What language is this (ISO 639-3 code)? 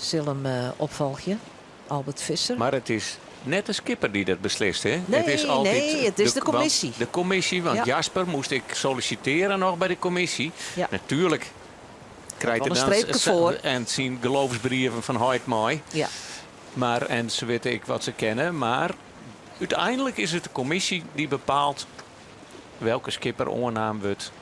fry